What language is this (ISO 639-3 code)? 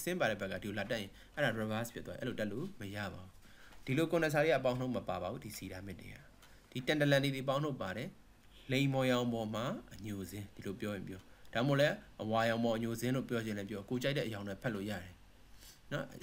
mya